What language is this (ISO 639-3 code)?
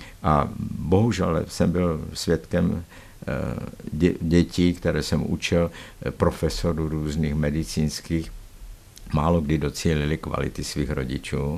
ces